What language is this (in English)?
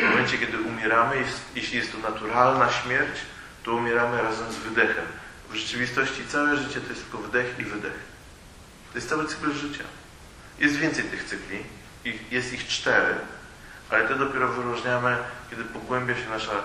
Polish